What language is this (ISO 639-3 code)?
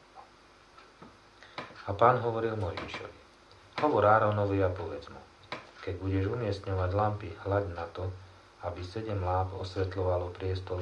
slk